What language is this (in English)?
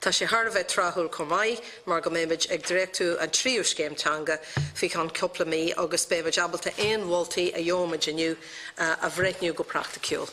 Irish